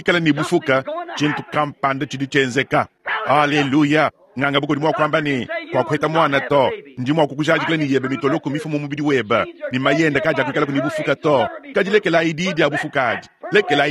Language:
Luba-Lulua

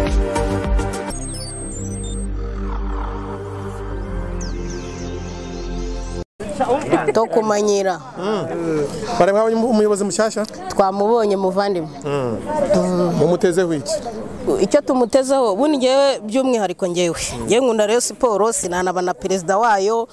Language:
Kinyarwanda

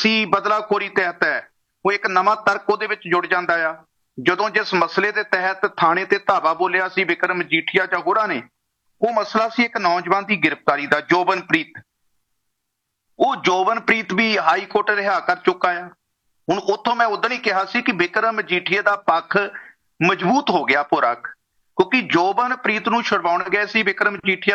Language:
Punjabi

